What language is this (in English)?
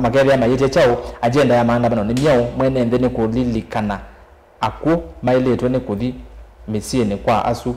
Kamba